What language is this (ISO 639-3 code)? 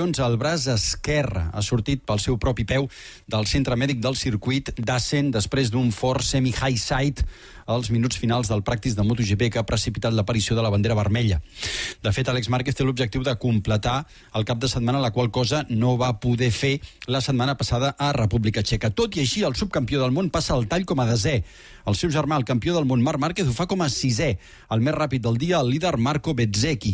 cat